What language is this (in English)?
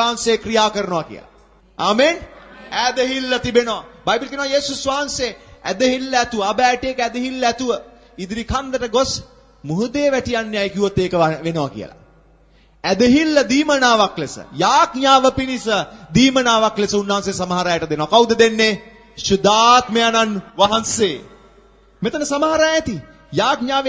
Sinhala